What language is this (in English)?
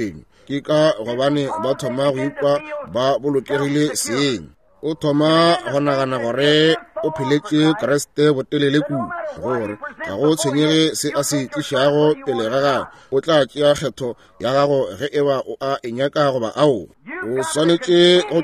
Northern Sotho